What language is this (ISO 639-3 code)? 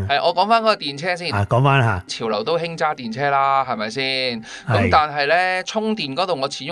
yue